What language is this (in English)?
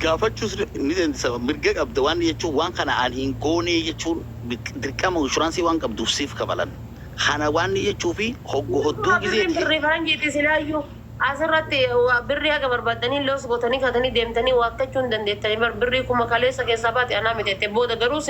Oromo